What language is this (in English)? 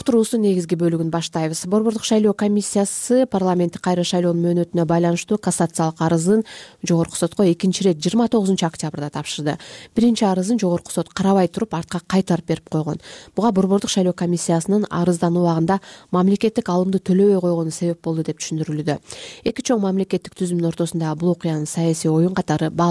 Kyrgyz